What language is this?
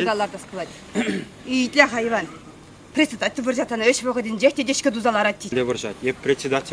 Chuvash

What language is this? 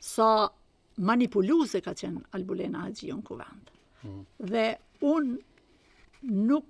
Albanian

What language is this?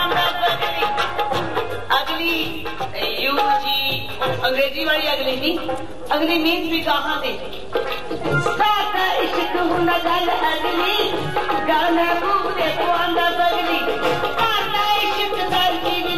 Punjabi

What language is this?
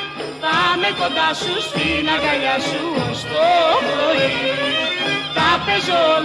Greek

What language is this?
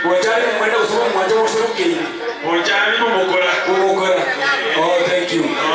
Gusii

